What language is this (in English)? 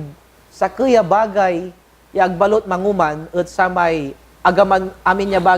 Pangasinan